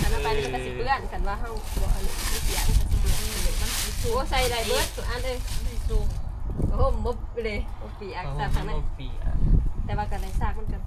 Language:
Northeastern Thai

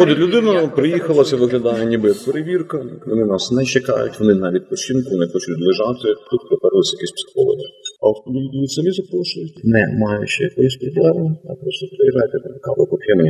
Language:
Ukrainian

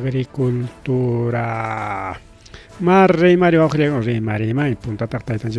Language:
Ayacucho Quechua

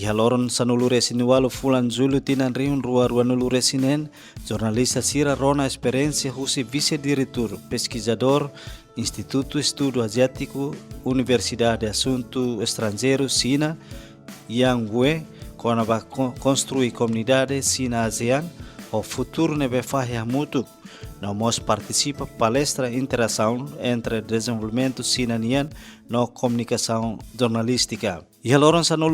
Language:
Tetum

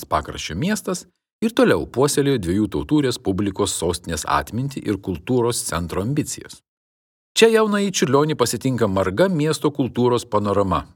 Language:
Lithuanian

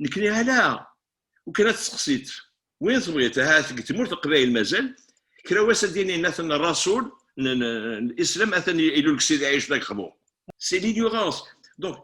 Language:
Kabyle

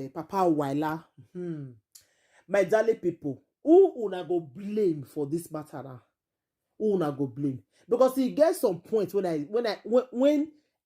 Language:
Nigerian Pidgin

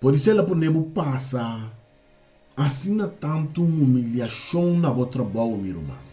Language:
Papiamento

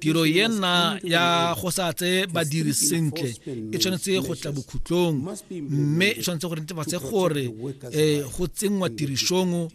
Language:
Tswana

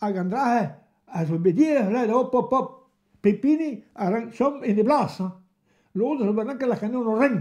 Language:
Breton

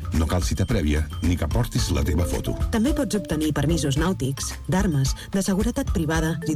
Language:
Catalan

